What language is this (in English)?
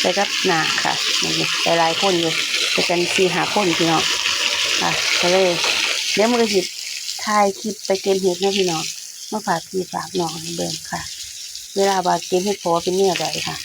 Northeastern Thai